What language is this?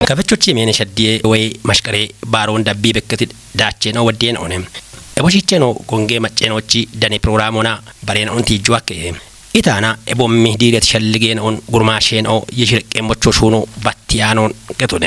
Kafa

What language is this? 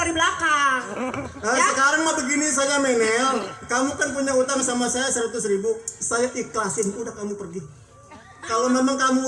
Betawi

